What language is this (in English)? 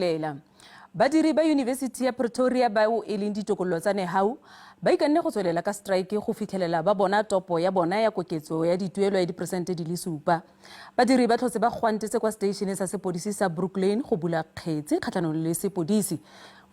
Tswana